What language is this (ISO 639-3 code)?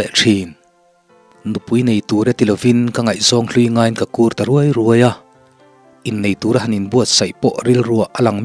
lus